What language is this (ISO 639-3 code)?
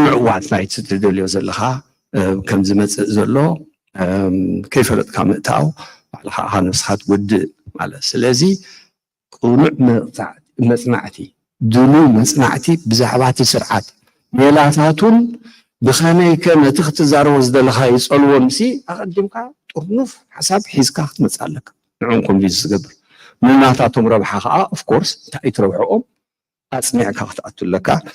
tir